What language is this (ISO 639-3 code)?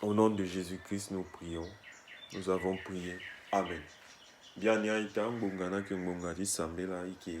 sag